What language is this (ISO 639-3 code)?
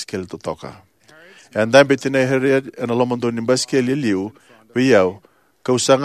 fij